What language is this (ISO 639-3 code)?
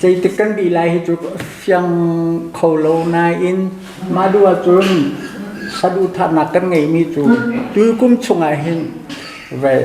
cnh